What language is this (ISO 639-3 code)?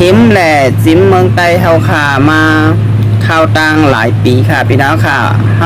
shn